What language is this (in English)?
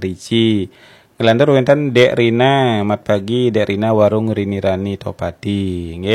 Balinese